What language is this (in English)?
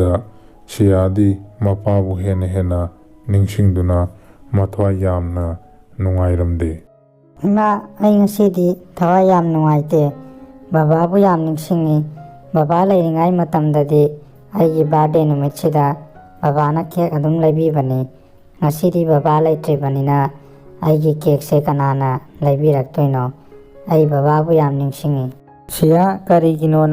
Manipuri